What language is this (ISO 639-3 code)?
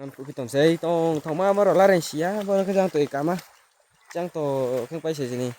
ria